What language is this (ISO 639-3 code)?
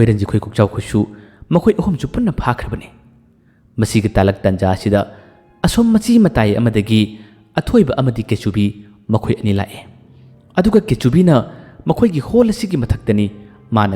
mni